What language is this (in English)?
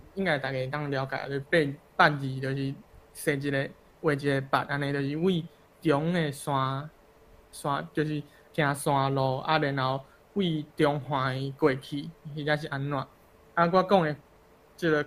Min Nan Chinese